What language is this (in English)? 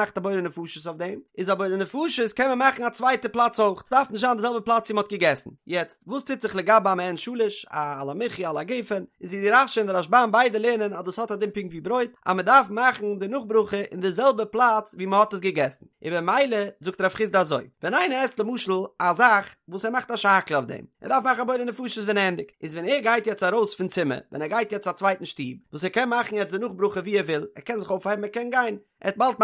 Yiddish